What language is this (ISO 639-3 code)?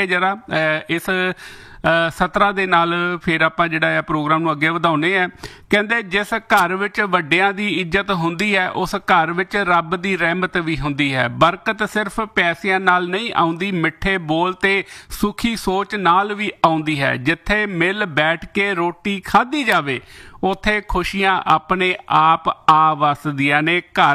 pan